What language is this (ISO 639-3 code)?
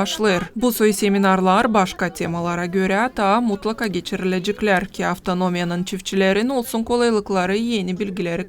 gag